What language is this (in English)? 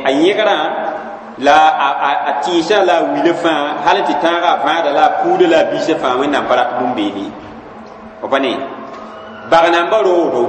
Mossi